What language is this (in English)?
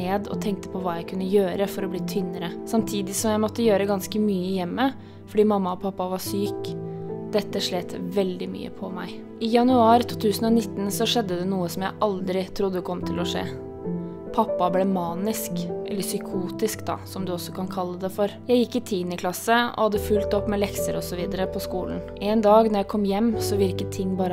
Norwegian